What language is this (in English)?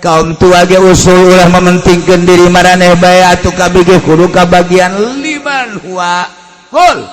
Sundanese